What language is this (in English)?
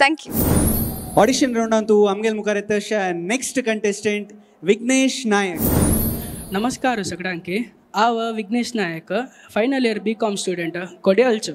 Konkani